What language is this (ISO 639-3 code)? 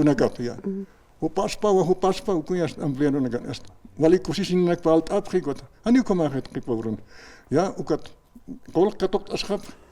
aym